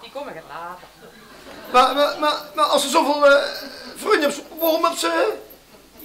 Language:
Limburgish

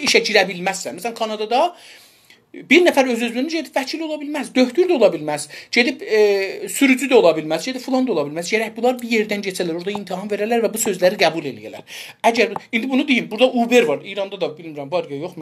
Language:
South Azerbaijani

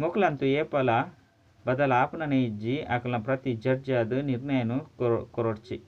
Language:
Tulu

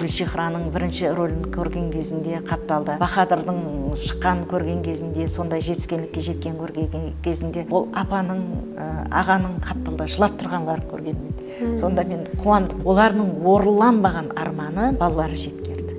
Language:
Kara-Kalpak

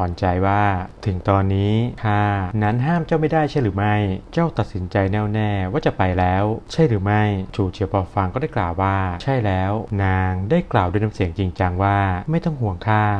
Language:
Thai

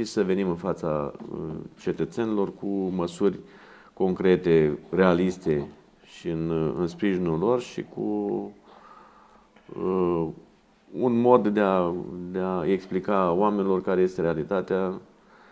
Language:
Romanian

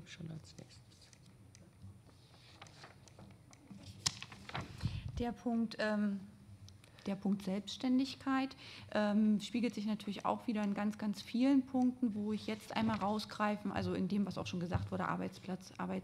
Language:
German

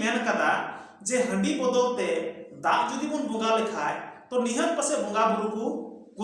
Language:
Santali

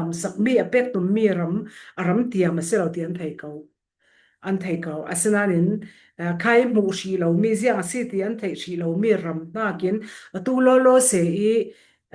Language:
Falam Chin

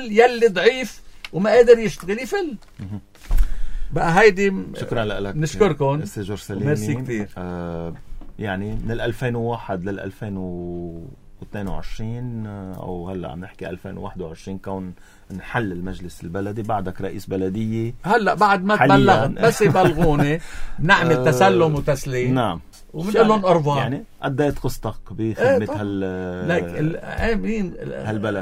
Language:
North Levantine Arabic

